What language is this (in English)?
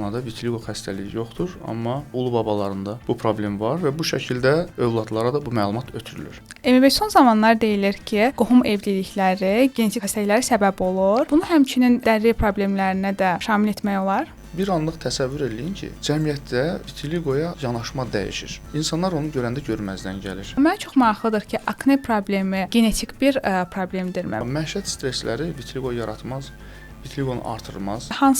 Azerbaijani